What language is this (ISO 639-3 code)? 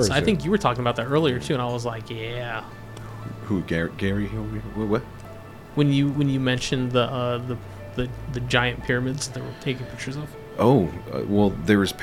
eng